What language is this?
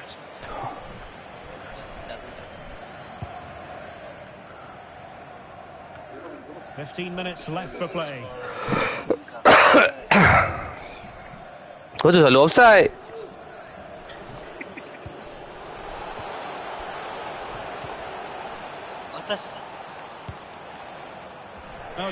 Malay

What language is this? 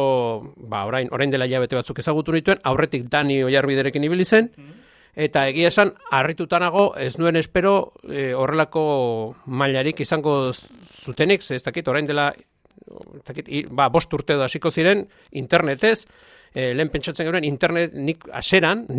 Basque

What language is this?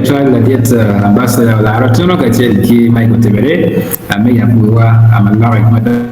Acoli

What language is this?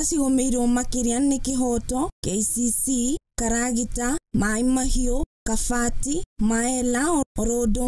Kikuyu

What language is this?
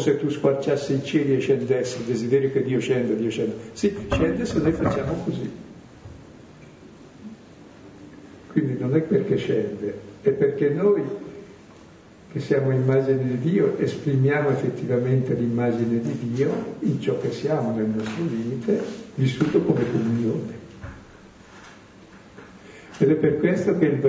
Italian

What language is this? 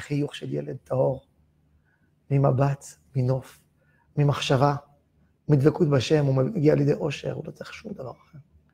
Hebrew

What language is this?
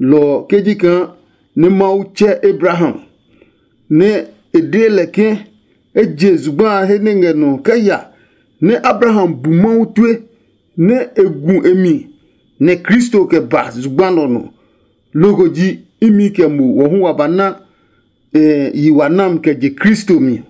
Adangme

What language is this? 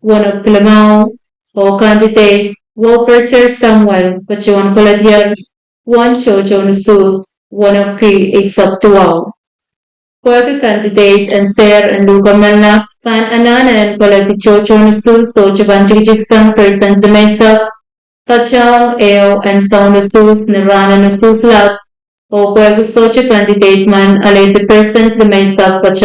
Pohnpeian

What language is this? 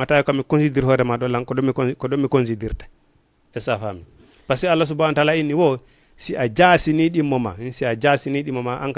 Fula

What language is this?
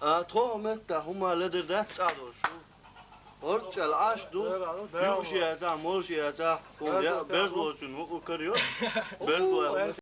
Chechen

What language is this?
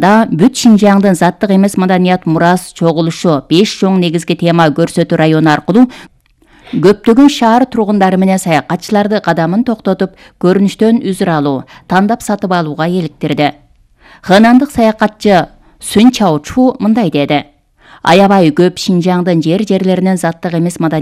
Kyrgyz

